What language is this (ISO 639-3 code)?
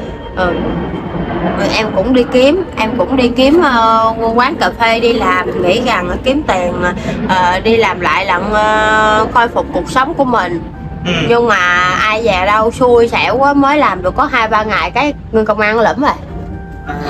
vie